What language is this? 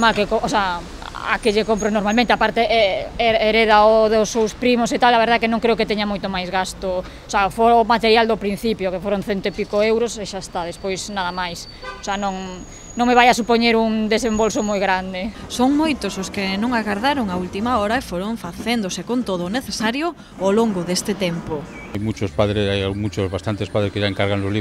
Galician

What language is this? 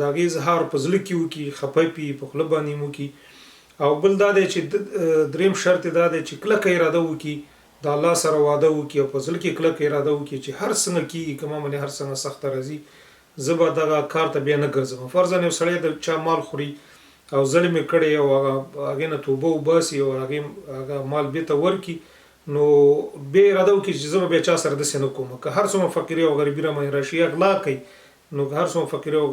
Pashto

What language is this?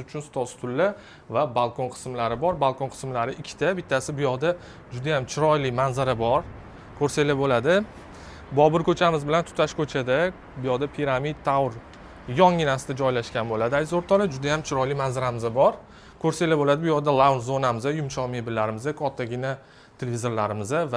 Uzbek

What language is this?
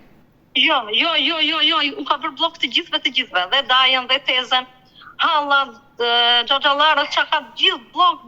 Albanian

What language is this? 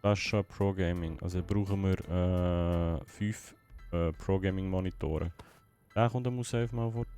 Swiss German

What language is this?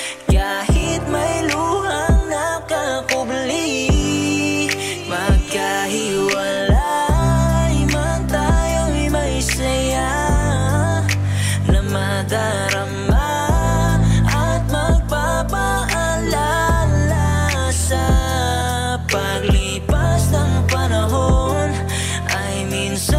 Filipino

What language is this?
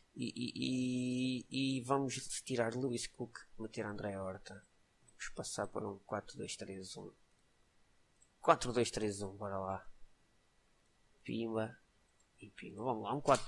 Portuguese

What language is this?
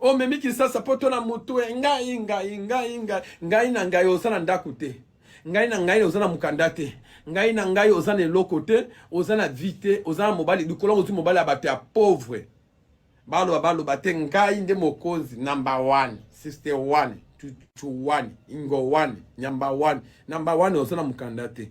Lingala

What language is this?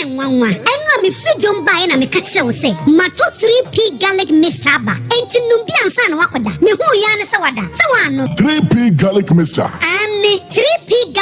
Akan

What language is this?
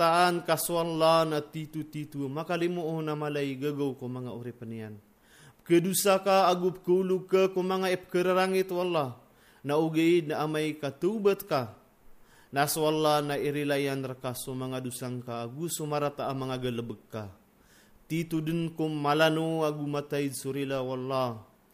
Maranao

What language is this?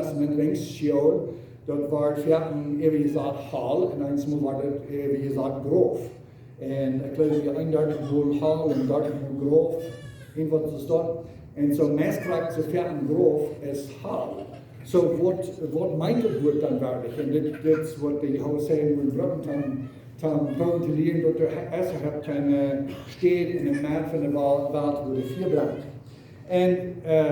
Plautdietsch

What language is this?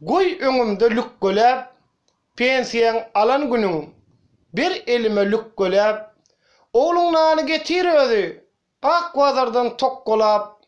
Turkmen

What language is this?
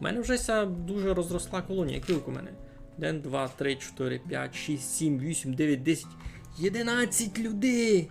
Rusyn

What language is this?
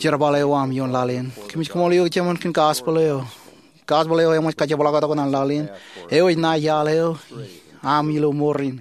Marshallese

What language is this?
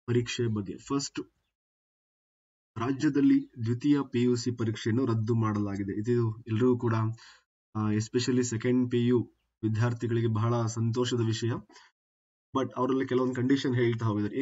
Kannada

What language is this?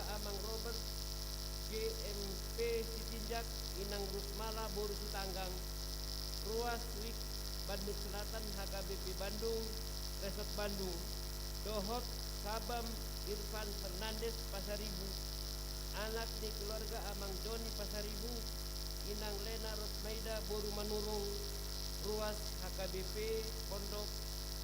Batak Toba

